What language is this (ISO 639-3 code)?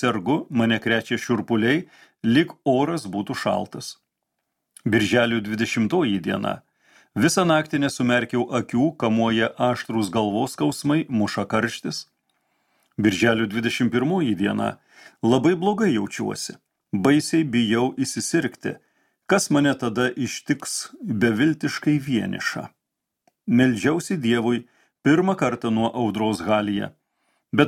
lit